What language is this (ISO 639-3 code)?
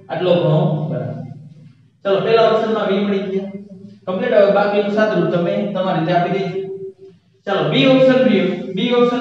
guj